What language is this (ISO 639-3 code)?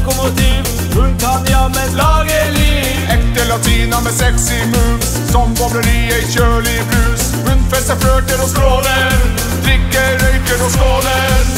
nor